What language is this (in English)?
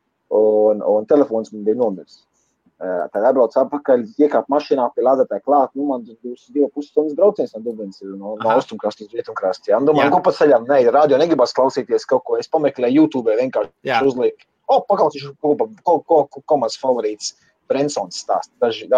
Latvian